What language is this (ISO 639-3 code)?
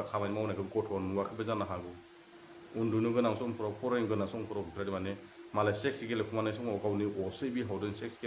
brx